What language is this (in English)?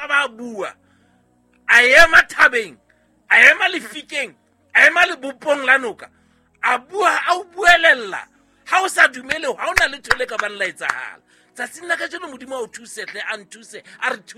Southern Sotho